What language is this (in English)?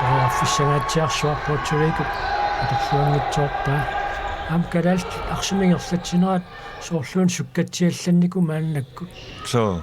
Kalaallisut